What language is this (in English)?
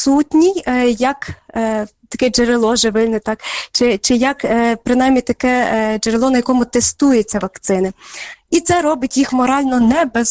Ukrainian